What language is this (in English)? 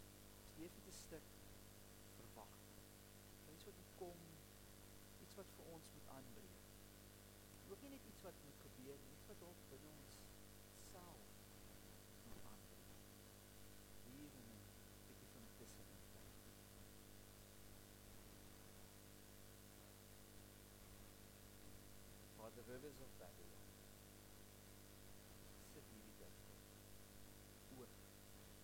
Afrikaans